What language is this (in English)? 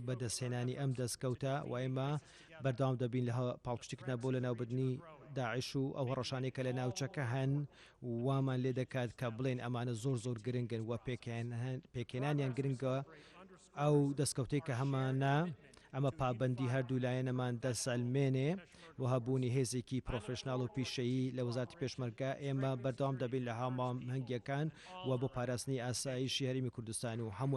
Central Kurdish